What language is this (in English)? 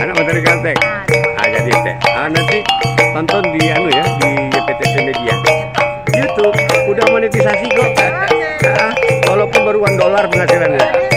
Minangkabau